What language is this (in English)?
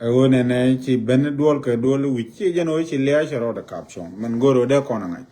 Nuer